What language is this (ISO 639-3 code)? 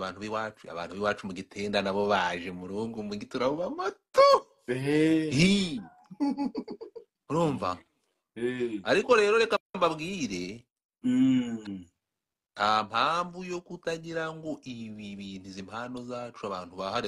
kin